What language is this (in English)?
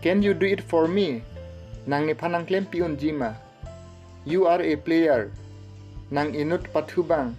Karbi